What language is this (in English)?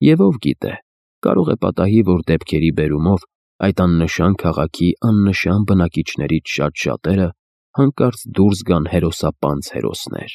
Armenian